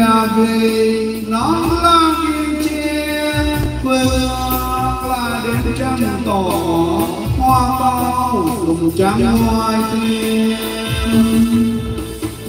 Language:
Vietnamese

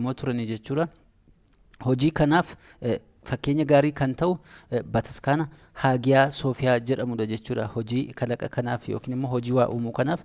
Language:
Oromo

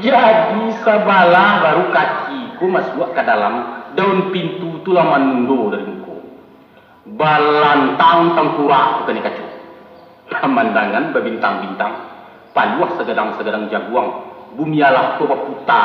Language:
Minangkabau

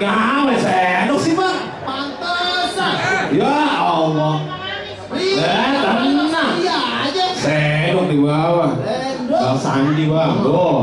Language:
Betawi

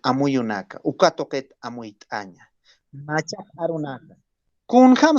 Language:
Aymara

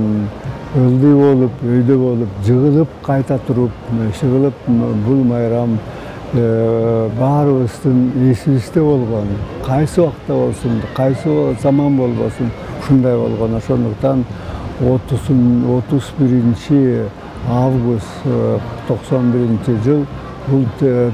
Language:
Kyrgyz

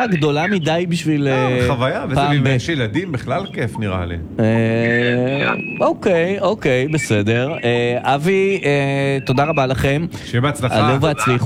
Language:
Hebrew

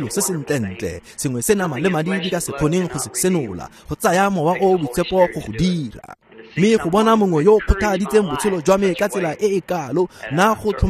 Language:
Tswana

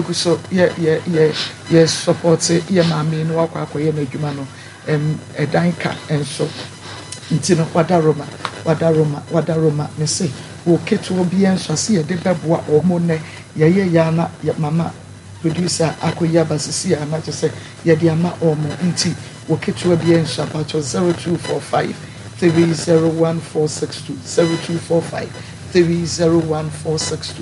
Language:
Akan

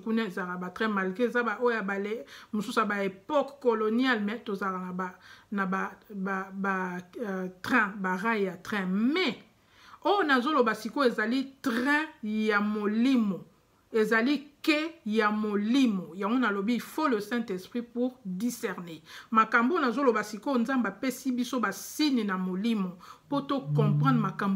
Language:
Lingala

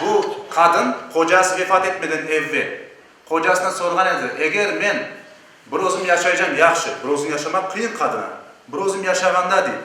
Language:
Crimean Tatar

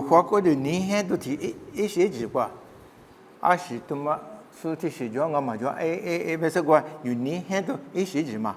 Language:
Lisu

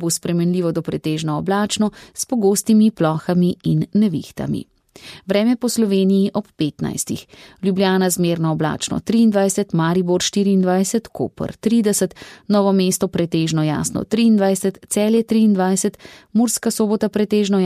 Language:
Slovenian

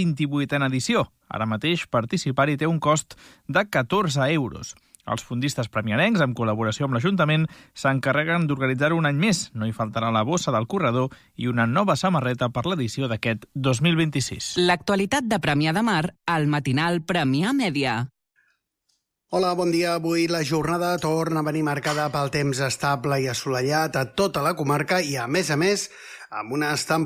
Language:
Catalan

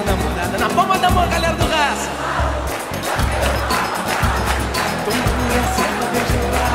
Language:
Portuguese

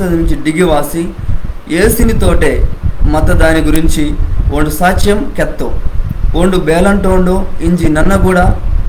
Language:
Koya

